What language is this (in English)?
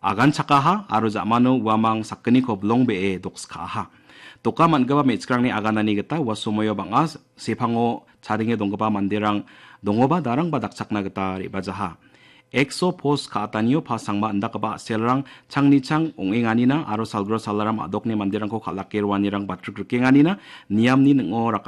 Garo